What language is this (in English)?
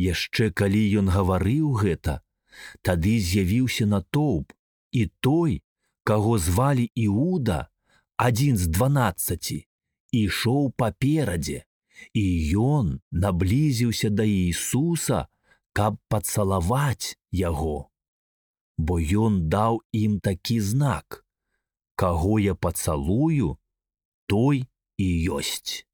Belarusian